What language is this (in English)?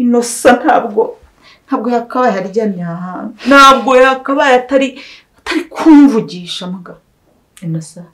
Kinyarwanda